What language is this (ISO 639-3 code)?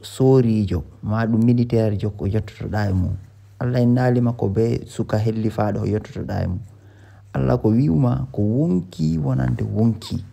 ful